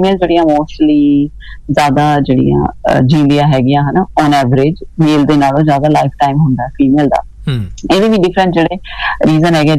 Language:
Punjabi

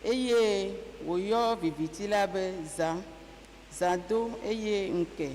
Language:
Ewe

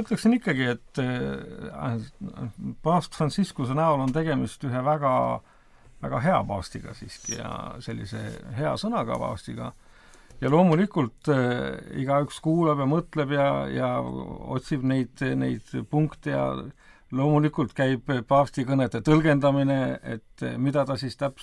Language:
Estonian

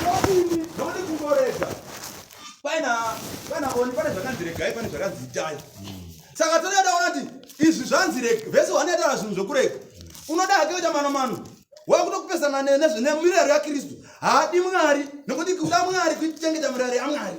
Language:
Shona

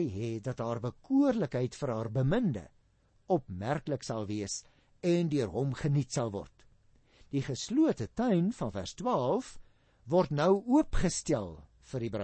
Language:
Afrikaans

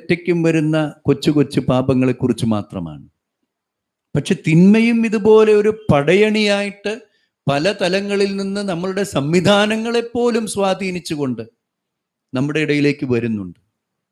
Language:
Malayalam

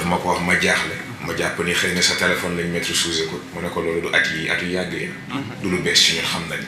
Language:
Wolof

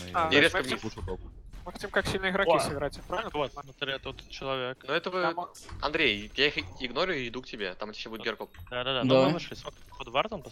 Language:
Russian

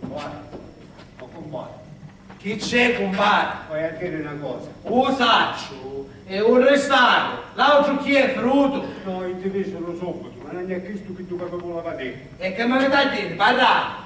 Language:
Sicilian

